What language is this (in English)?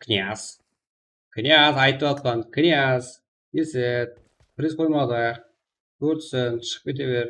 Kara-Kalpak